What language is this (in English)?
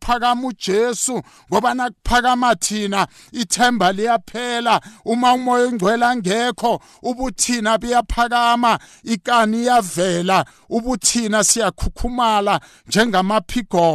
South Ndebele